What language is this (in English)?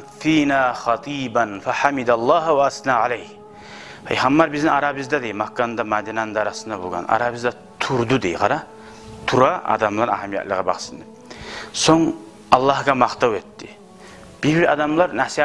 Kumyk